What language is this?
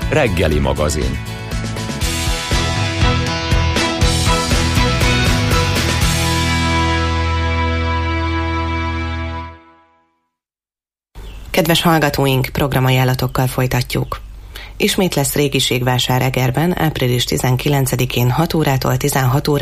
Hungarian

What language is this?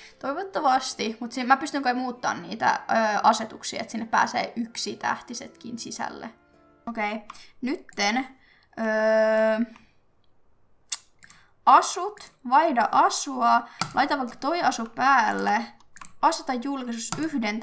Finnish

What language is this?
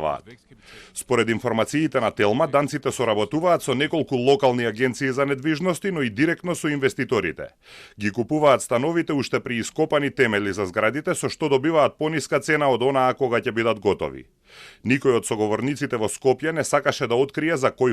Macedonian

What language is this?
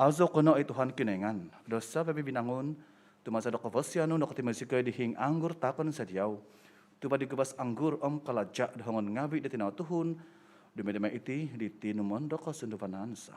Central Dusun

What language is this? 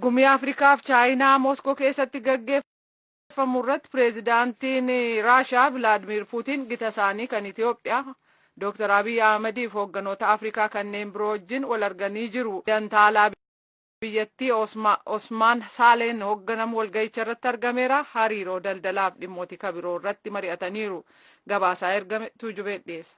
Oromo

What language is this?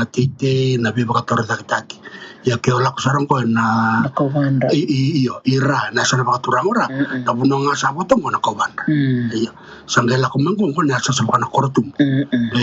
Fijian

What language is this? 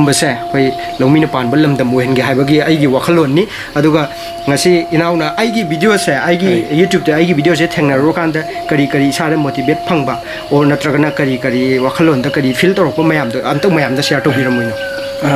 Manipuri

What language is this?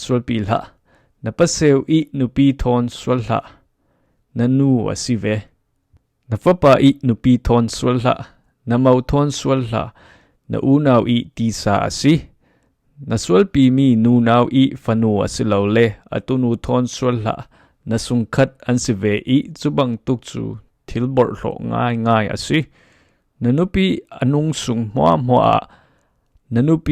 Falam Chin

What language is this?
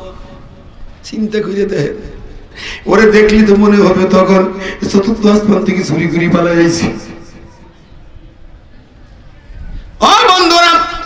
Bangla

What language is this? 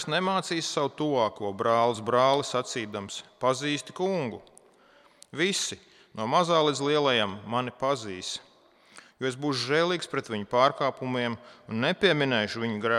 Latvian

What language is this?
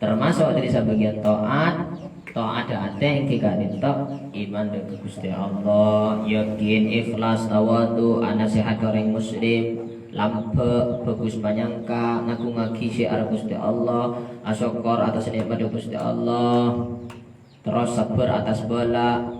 Madurese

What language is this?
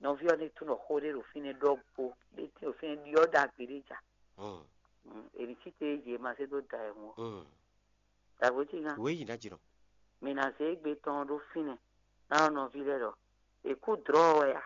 Fon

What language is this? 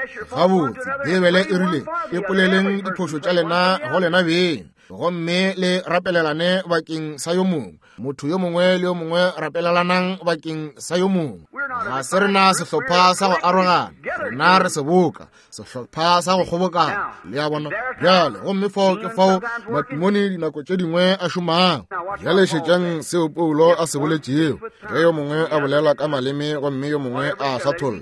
Northern Sotho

